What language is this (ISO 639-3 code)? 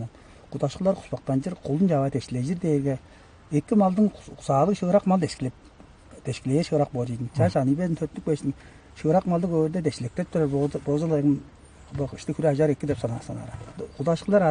tyv